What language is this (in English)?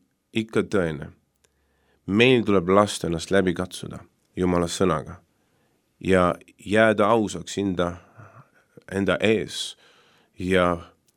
Estonian